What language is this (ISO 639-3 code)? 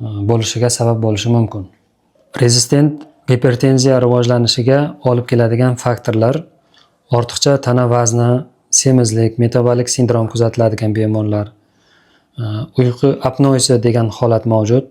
uzb